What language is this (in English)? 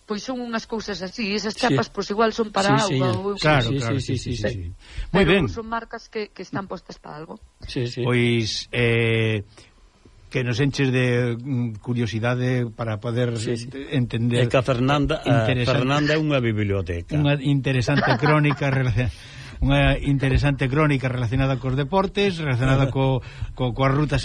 Galician